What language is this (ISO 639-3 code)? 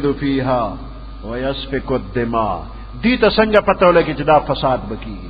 pus